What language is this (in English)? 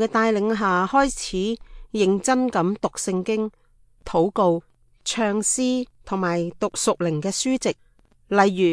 Cantonese